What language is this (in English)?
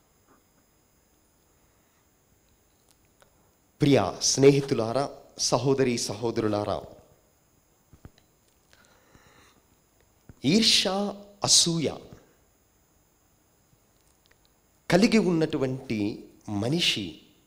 Telugu